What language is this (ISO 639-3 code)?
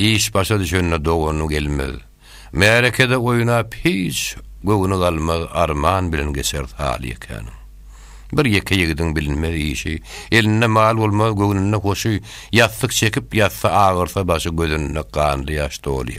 tuk